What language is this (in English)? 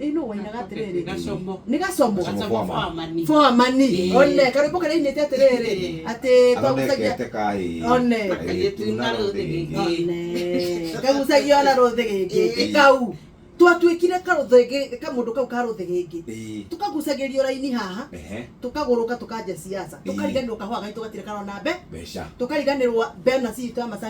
Kikuyu